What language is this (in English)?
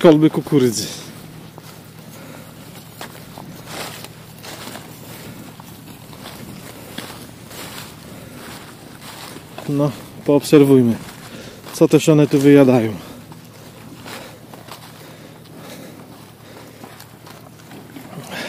Polish